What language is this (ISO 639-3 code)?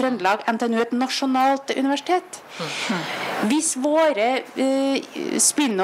nor